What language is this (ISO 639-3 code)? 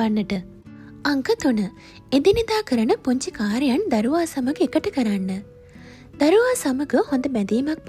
sin